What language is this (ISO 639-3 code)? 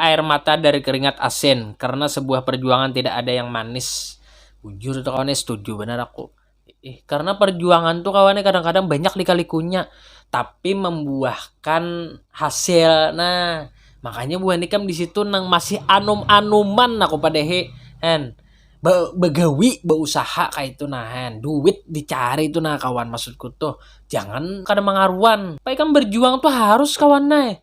bjn